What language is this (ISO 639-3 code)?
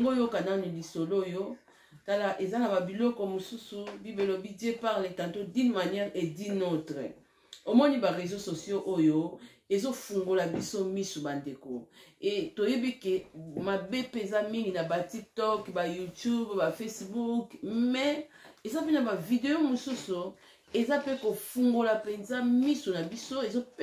lin